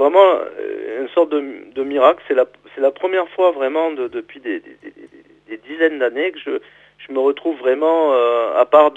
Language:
French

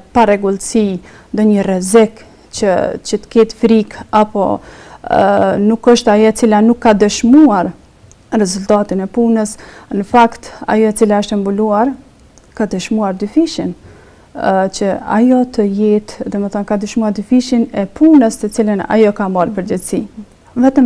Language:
Albanian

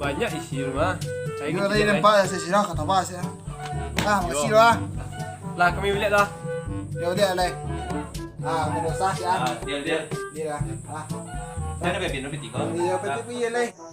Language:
Minangkabau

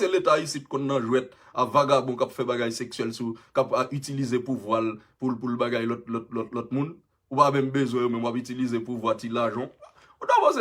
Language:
Haitian Creole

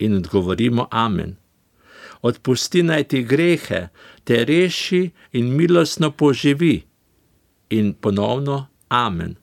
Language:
Slovenian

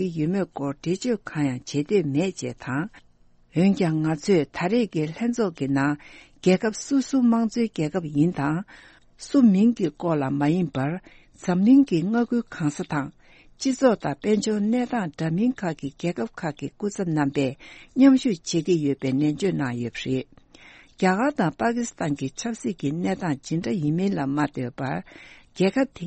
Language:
Tibetan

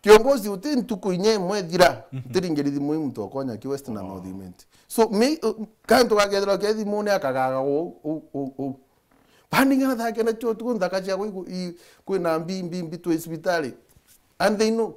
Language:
Meru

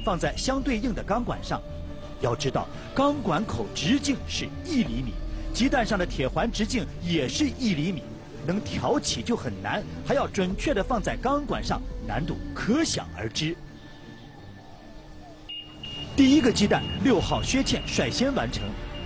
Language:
Chinese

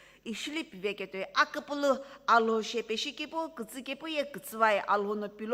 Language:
Sumi Naga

